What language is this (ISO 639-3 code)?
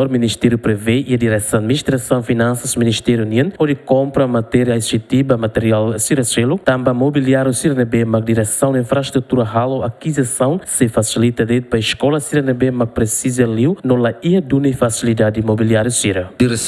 tet